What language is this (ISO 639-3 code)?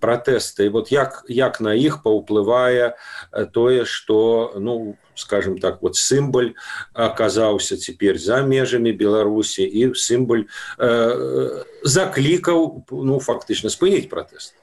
bel